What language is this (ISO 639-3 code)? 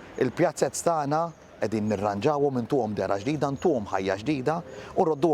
mlt